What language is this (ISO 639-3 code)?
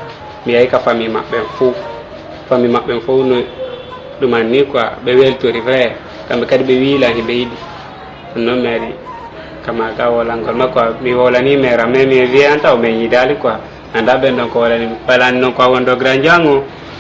ful